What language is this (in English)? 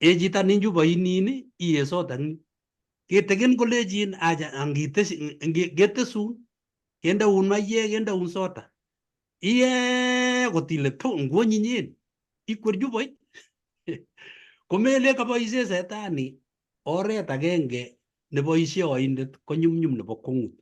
Kalenjin